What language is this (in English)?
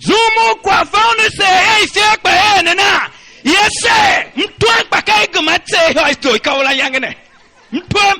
Tiv